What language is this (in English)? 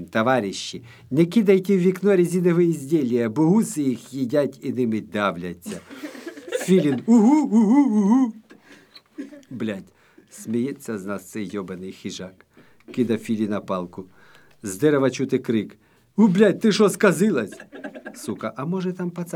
Ukrainian